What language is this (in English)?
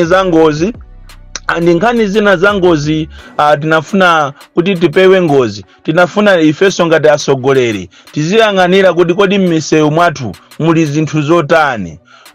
Nyanja